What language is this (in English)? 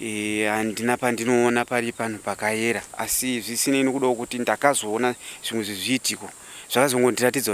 Shona